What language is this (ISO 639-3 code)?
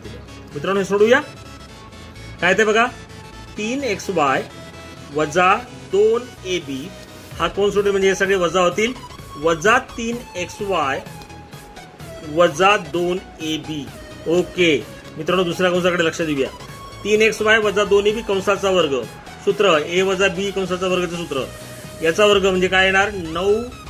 mar